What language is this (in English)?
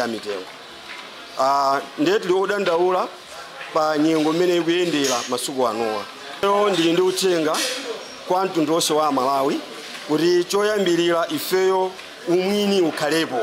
Nyanja